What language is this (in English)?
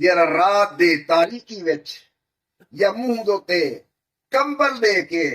Saraiki